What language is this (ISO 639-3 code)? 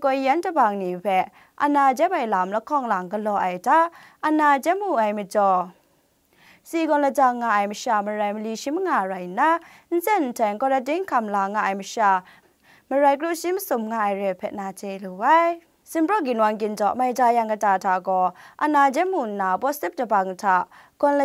kac